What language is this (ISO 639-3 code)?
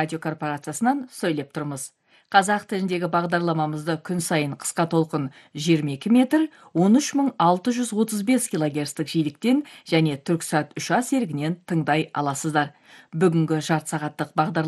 kaz